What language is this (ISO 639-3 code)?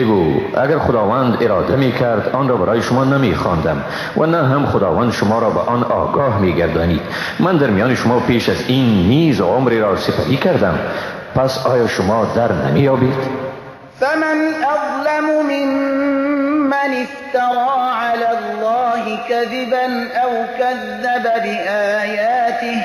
fas